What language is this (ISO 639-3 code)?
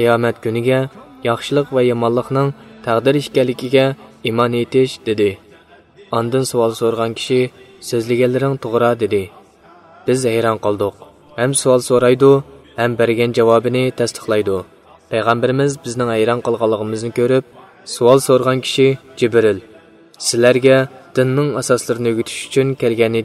uig